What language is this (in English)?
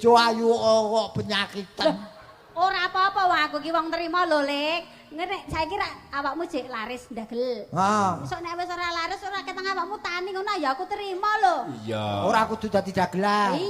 Javanese